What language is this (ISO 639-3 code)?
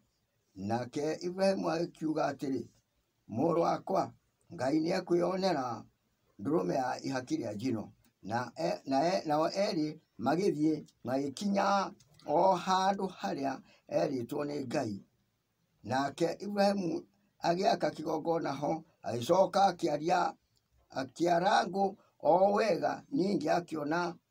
kik